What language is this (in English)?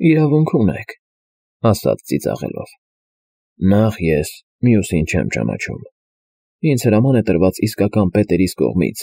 Armenian